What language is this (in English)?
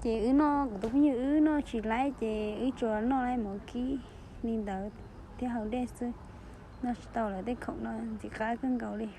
Hmong